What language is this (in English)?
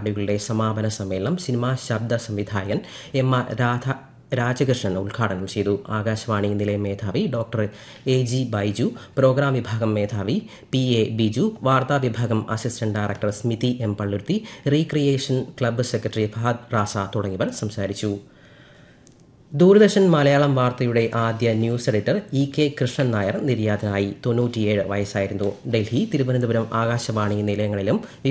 Malayalam